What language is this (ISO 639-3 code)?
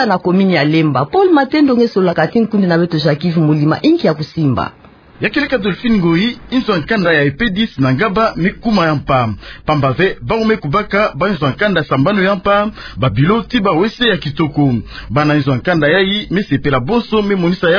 ktu